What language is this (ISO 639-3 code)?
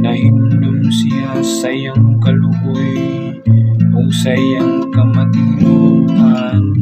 ceb